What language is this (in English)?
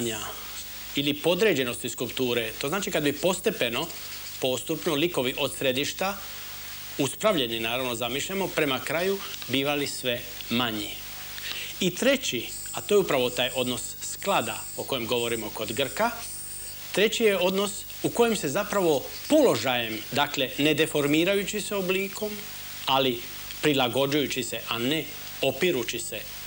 Croatian